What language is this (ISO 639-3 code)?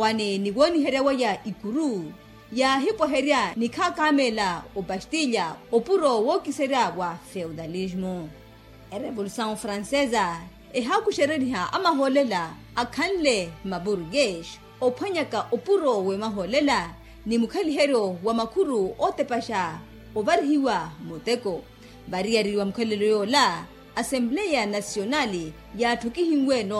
vmw